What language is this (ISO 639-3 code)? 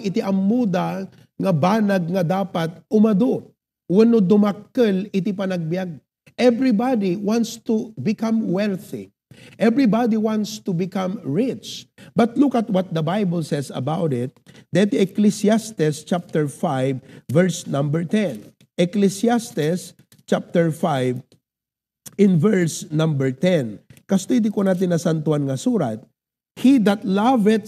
ilo